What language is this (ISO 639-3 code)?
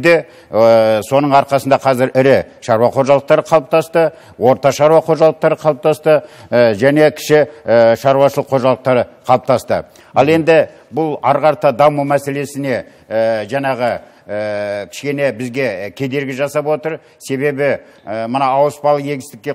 kaz